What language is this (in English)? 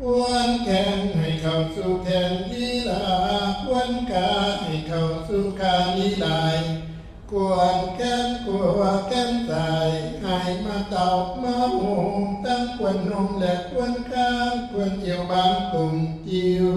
Northeastern Thai